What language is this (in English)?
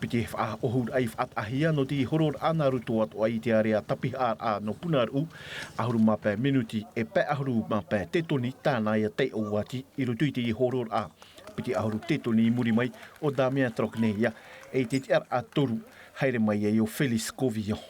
Tahitian